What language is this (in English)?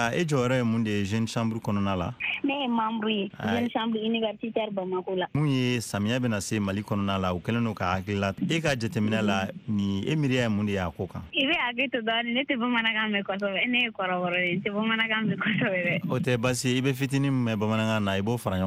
Bambara